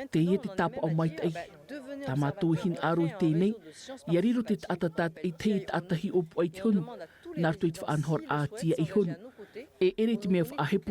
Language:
Tahitian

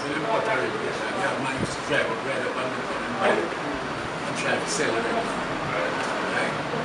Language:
Jamaican Creole English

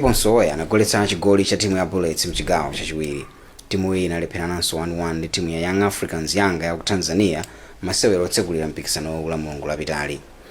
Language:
Nyanja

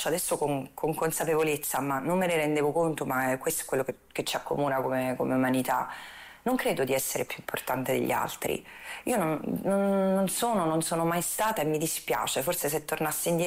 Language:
Italian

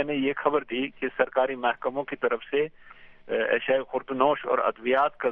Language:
Urdu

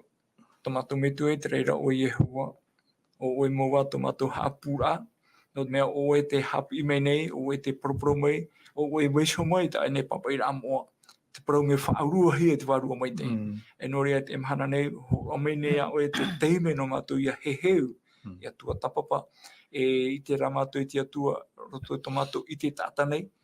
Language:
Tahitian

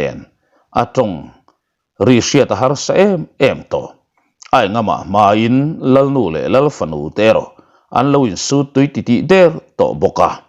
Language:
Mizo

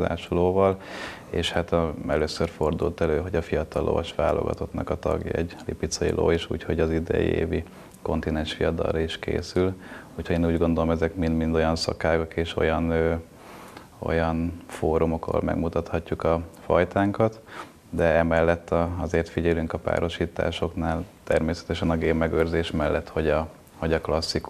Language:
Hungarian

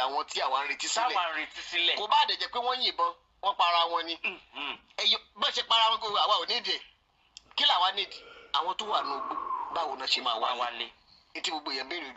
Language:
Yoruba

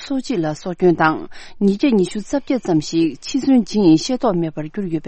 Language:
Tibetan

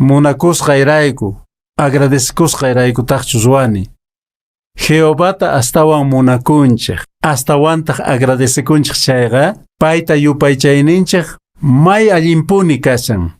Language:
Quechua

